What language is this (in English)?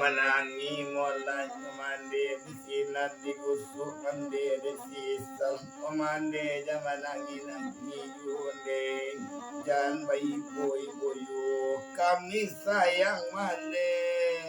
Minangkabau